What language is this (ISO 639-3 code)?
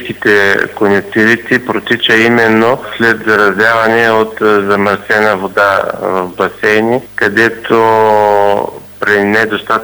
bul